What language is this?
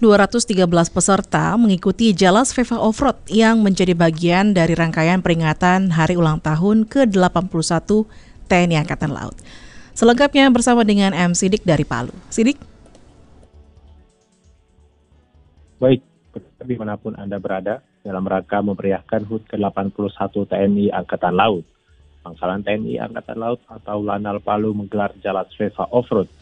Indonesian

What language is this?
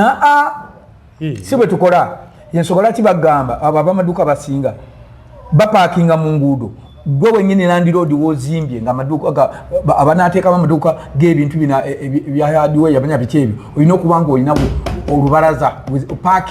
Ganda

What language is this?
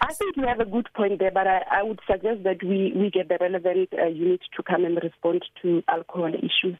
English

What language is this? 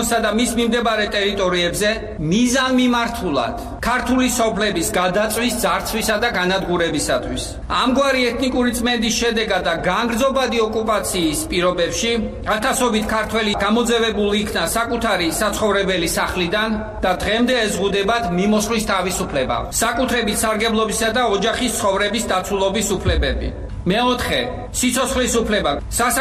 Georgian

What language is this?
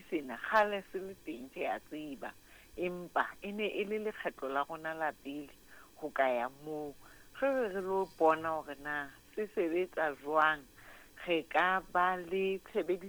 Southern Sotho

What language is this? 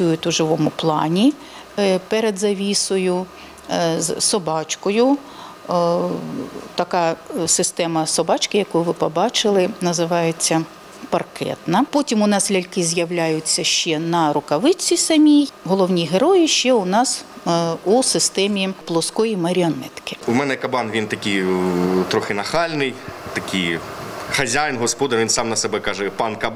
Ukrainian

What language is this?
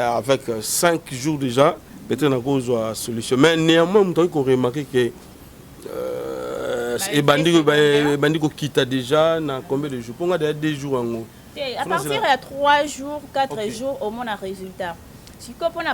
Lingala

